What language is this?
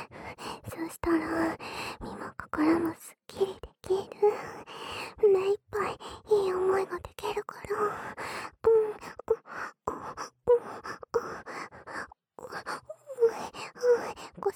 Japanese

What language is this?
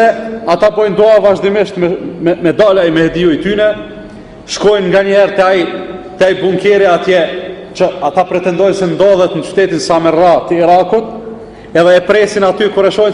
Albanian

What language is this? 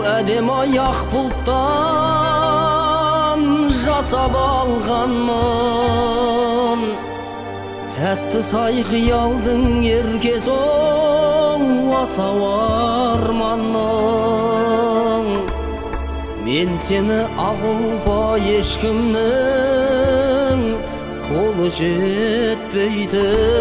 Kazakh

